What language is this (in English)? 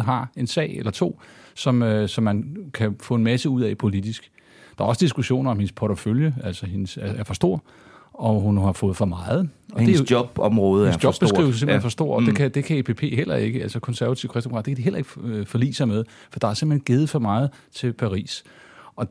Danish